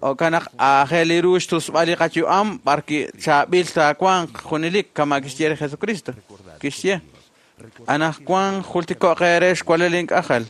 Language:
Kekchí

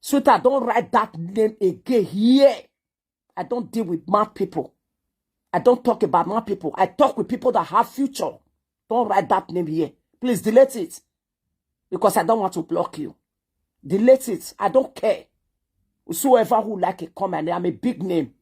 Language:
Nigerian Pidgin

